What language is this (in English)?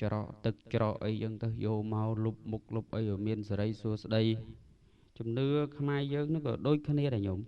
Khmer